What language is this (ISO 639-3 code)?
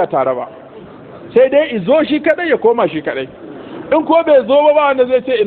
hau